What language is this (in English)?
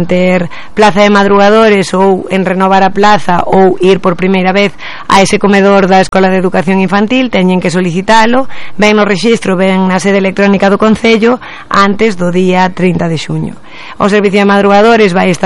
Galician